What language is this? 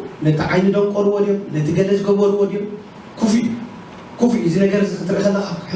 Tigrinya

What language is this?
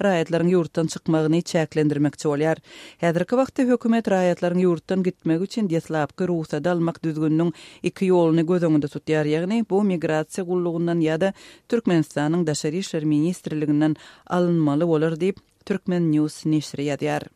Turkmen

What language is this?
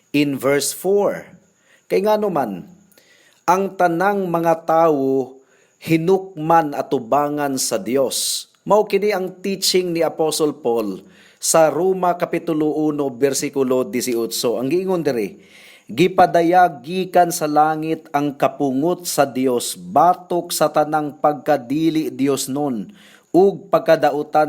Cebuano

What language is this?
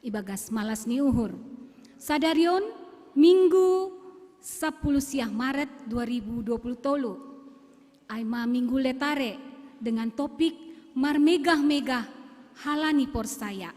Batak Simalungun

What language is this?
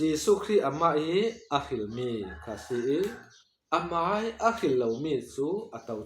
Falam Chin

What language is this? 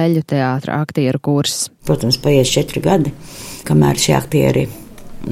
Latvian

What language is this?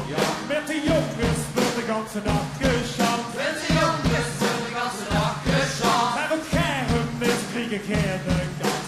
Limburgish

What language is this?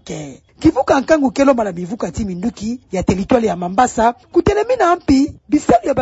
Kituba (Democratic Republic of Congo)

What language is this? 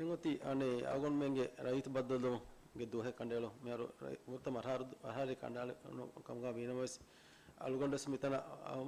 Divehi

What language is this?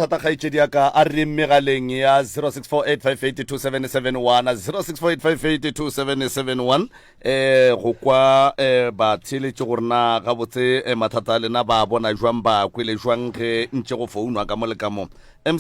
Northern Sotho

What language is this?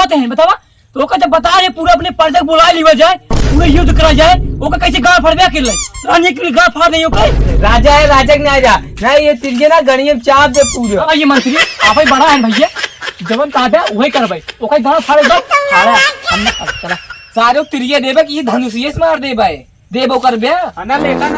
Awadhi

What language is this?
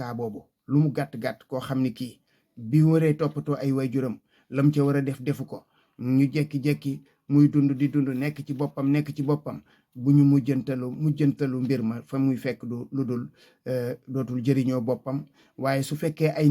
Wolof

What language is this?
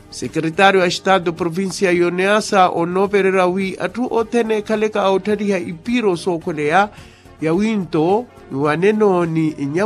Makhuwa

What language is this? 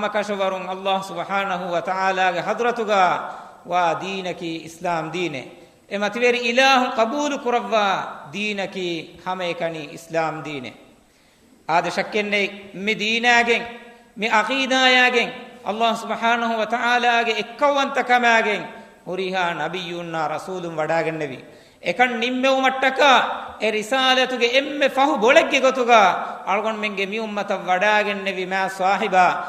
Divehi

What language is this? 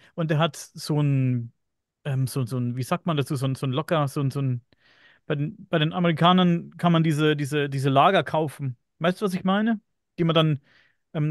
German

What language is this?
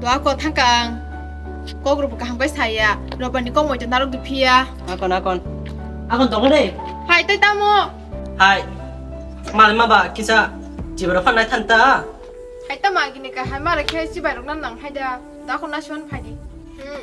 Kok Borok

